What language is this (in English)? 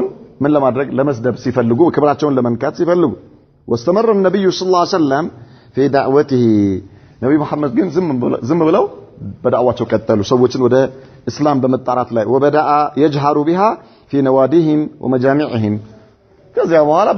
Amharic